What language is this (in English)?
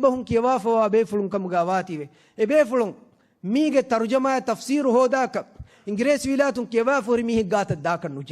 Divehi